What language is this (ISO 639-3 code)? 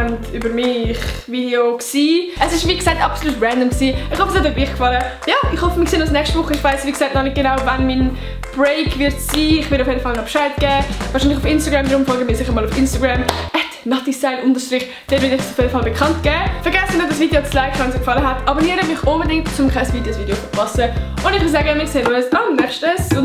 gsw